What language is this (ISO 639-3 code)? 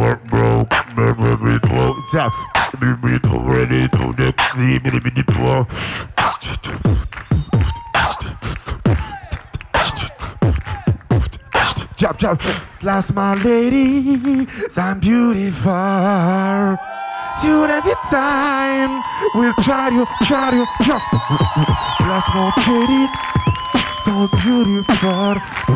aeb